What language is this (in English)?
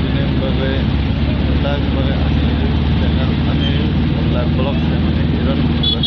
Kok Borok